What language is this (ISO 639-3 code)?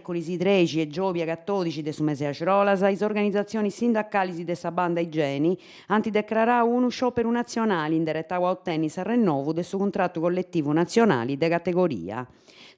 srd